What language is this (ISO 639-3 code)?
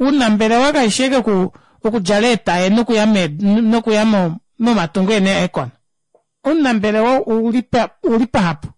kua